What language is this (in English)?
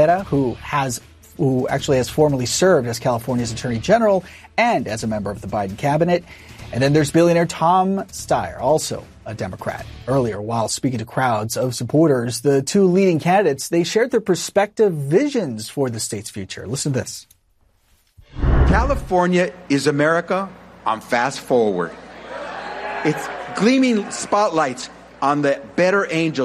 English